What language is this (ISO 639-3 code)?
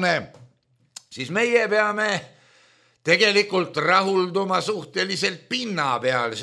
est